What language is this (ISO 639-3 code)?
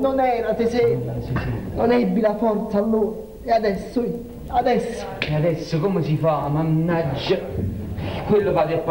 ita